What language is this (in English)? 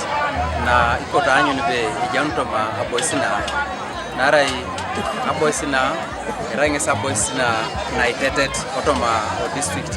Teso